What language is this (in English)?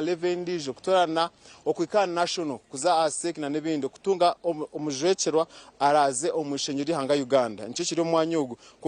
Nyankole